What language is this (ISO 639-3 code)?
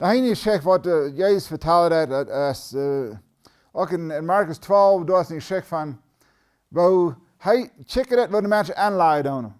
pdt